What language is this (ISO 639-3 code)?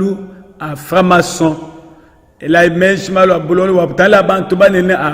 lua